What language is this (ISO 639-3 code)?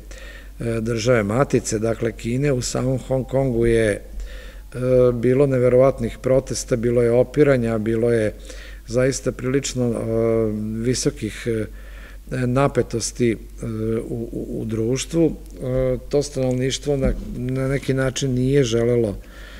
srp